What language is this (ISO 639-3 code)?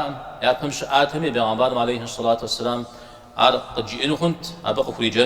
kbd